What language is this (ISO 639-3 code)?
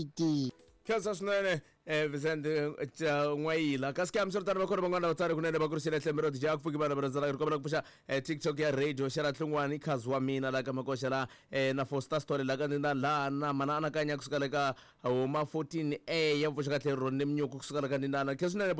tso